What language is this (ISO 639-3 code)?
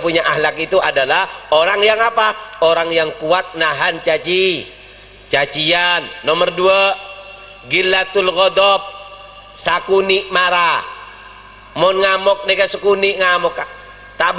mad